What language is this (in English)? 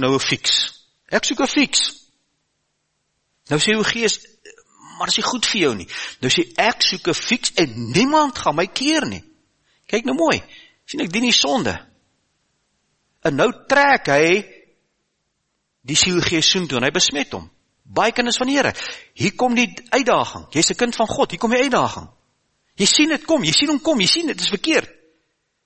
Afrikaans